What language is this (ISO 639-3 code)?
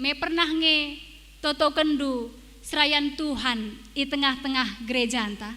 btx